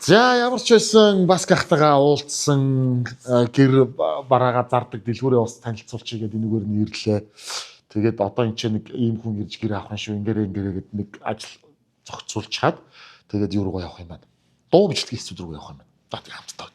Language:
Mongolian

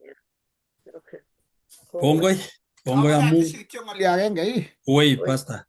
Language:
Kalenjin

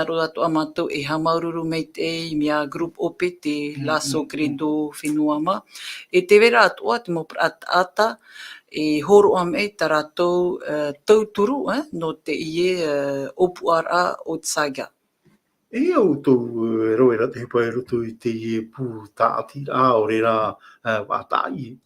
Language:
Tahitian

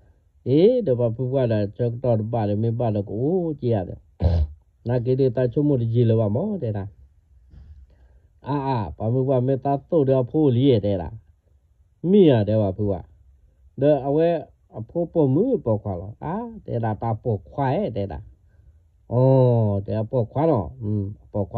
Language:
S'gaw Karen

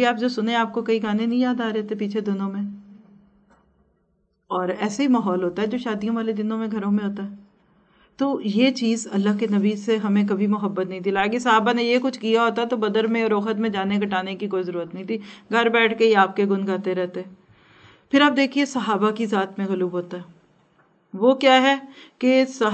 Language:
Urdu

